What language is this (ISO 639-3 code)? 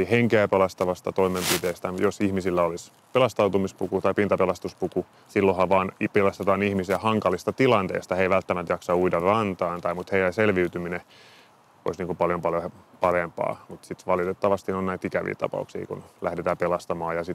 fin